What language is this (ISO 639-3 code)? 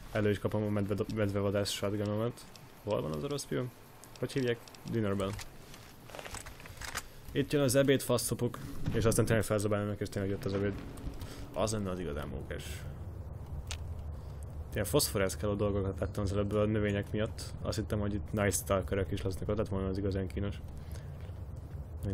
hun